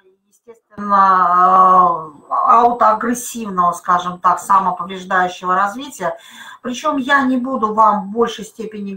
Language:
Russian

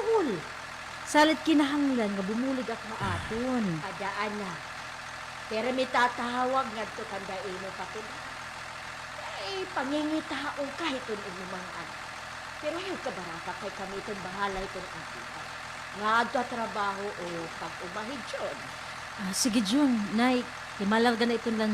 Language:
Waray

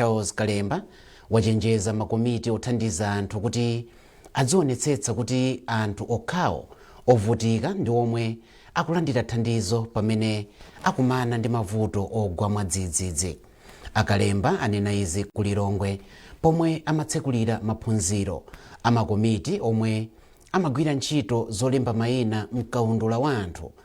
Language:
Nyanja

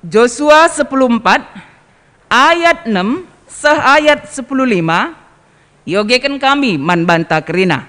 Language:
Batak Karo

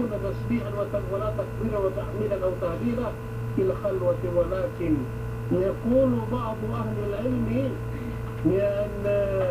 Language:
Yakan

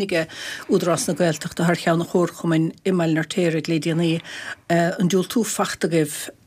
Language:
Irish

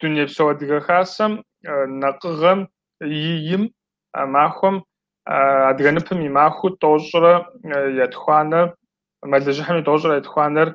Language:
Kabardian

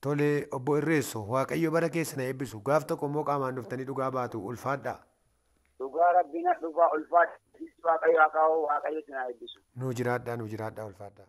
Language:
Oromo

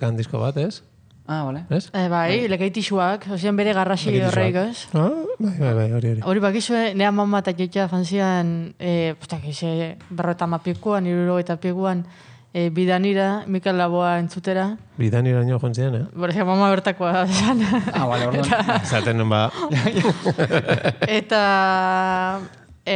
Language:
Basque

